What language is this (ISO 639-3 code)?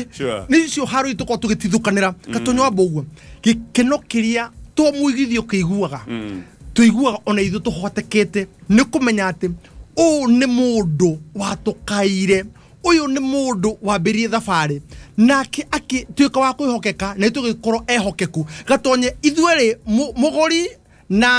kik